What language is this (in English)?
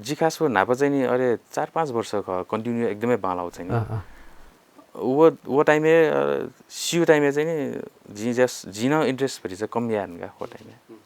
Newari